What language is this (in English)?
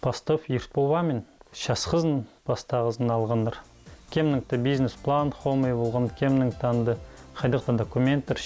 Khakas